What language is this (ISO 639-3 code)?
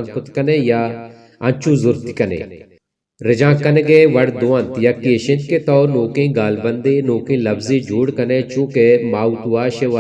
bal